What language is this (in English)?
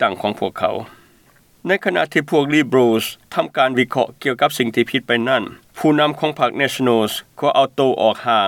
Lao